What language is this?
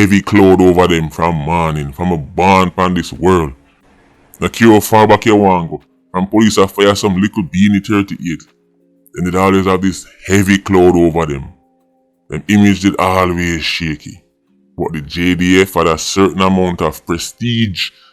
Jamaican Creole English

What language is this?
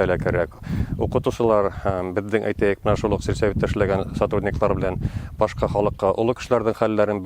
Bashkir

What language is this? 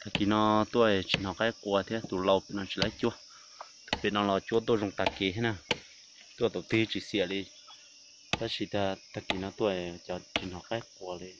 Hmong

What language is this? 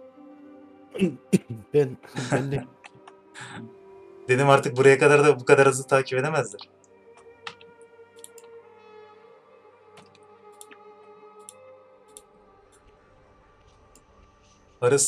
Turkish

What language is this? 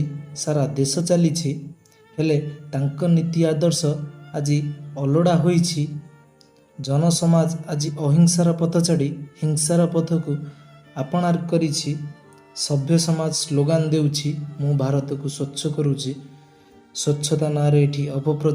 Odia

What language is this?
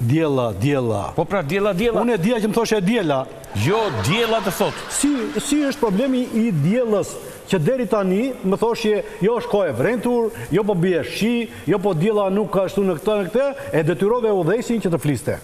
Albanian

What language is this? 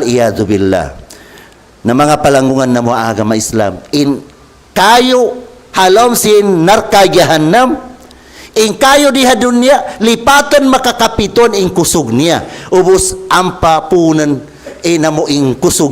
Tausug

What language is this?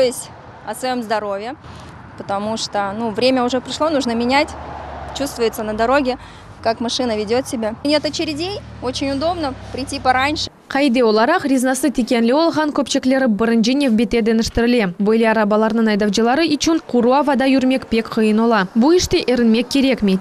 Crimean Tatar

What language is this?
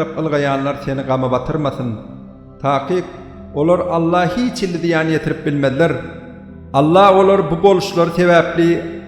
Turkmen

